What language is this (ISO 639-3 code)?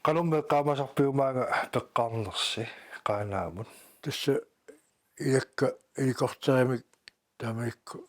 kal